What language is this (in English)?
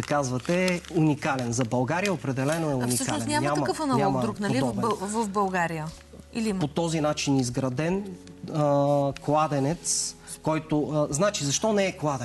Bulgarian